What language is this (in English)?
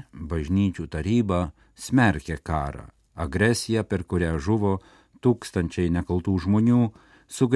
Lithuanian